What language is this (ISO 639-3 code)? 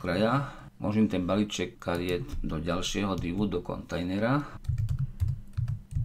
slk